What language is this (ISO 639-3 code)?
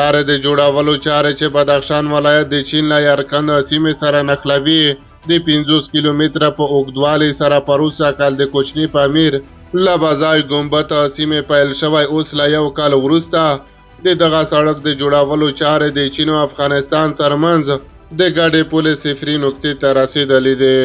pus